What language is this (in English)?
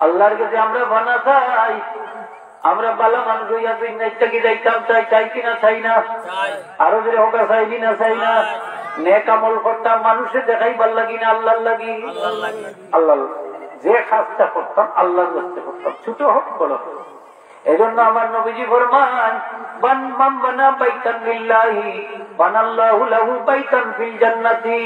Sylheti